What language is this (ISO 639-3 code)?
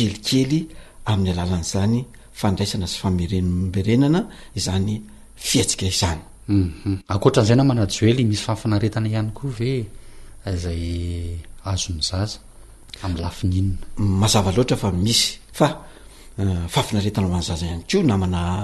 mlg